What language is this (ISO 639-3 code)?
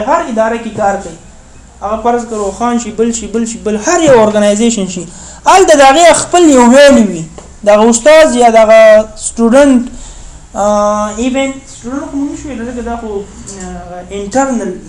pus